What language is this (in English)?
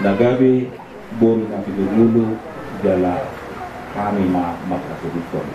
Batak Toba